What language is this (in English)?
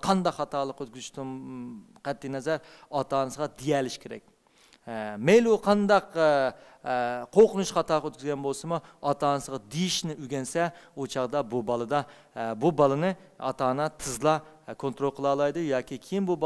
Uyghur